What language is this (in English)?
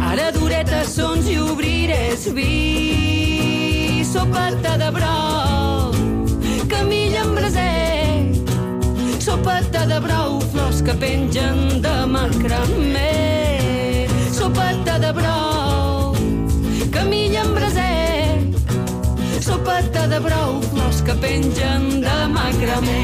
Catalan